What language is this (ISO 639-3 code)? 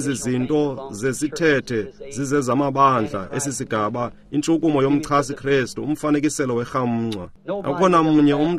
xho